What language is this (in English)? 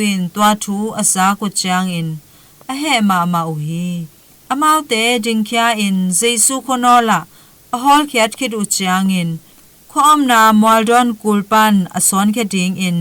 Tedim Chin